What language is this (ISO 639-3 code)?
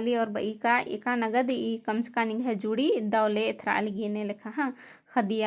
kru